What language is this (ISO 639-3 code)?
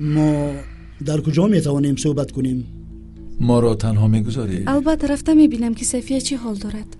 tgk